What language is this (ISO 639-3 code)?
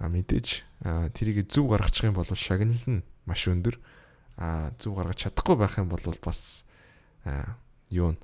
mon